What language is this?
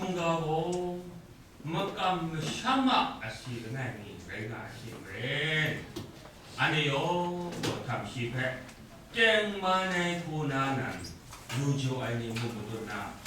Kachin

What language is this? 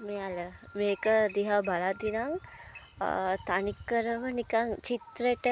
Sinhala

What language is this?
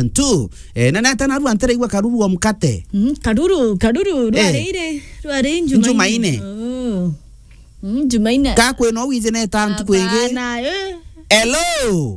Meru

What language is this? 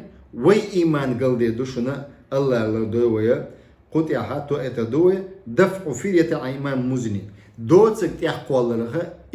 Chechen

